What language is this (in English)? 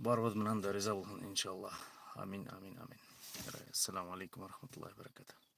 Bashkir